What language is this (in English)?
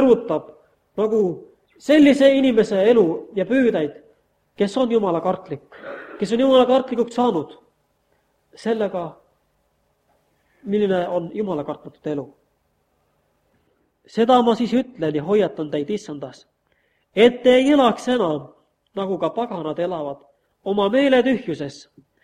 Estonian